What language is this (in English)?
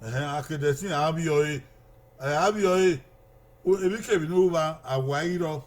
Bini